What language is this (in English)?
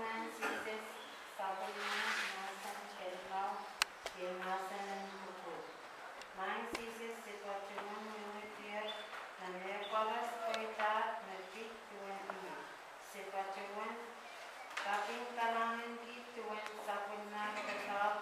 Pohnpeian